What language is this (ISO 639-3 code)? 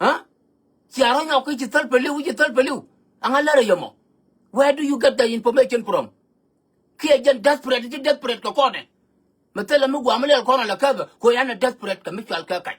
nus